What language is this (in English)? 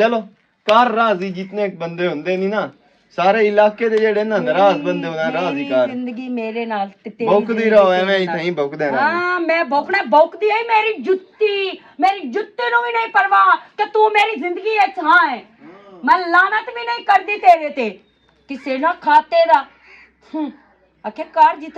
Western Panjabi